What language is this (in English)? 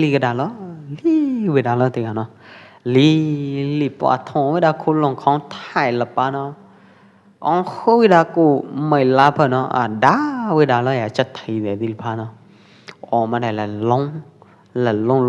Pwo Eastern Karen